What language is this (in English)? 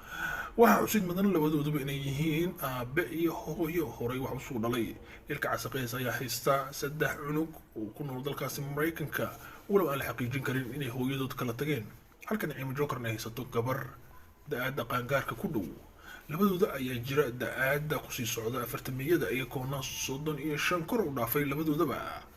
Somali